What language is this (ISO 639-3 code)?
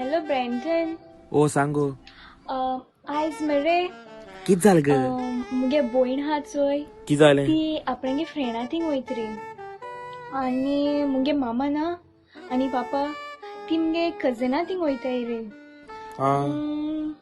kok